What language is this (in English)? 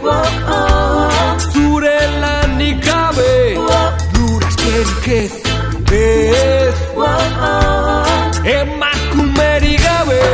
Basque